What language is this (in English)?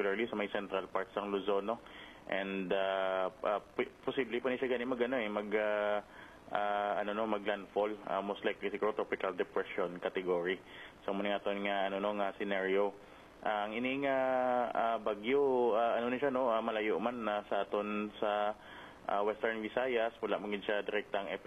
Hiligaynon